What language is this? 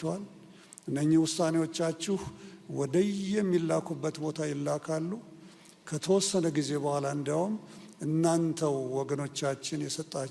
Amharic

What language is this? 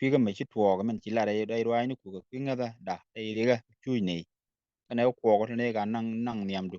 Nuer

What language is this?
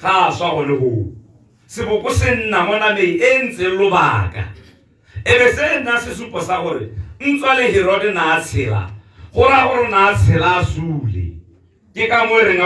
Tswana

